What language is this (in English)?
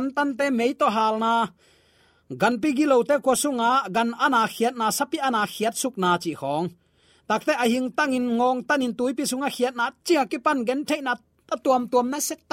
Tedim Chin